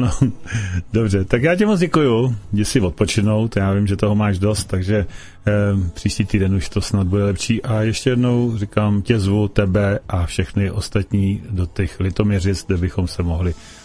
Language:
Czech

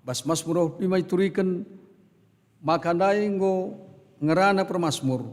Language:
Batak Karo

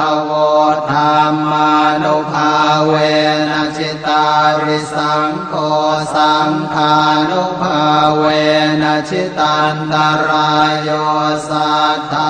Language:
Pali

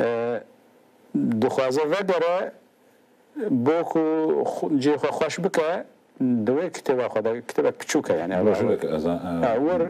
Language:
Kurdish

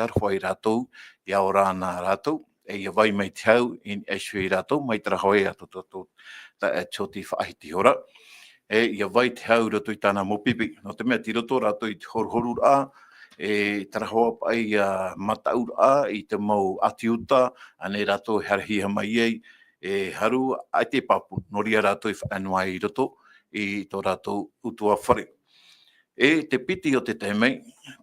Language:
Tahitian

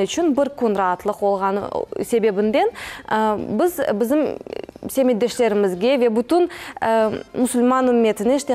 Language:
Crimean Tatar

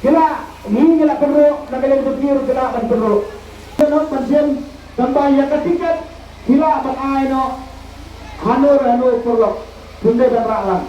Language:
Khasi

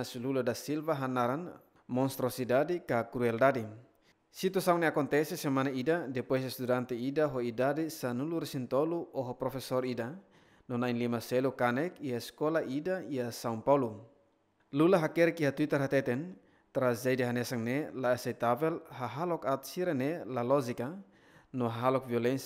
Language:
Tetum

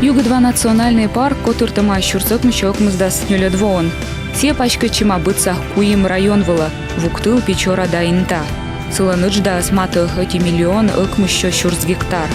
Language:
Komi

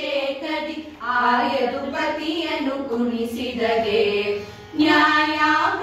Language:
Kannada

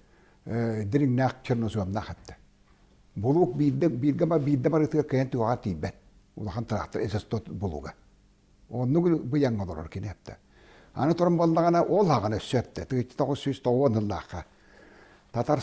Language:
Yakut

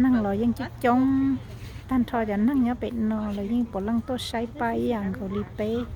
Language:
Hmong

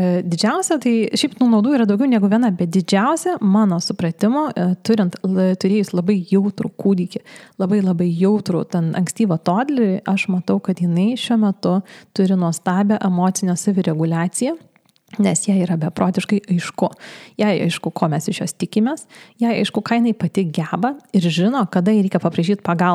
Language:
Lithuanian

